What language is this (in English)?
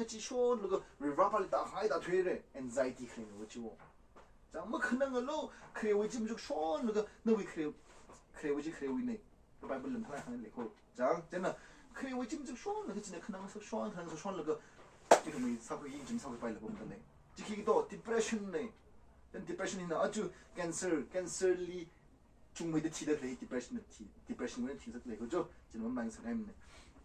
Tangkhul Naga (India)